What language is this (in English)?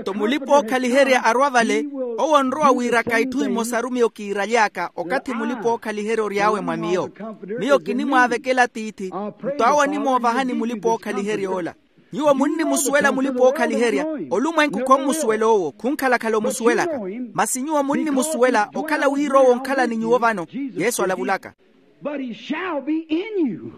Makhuwa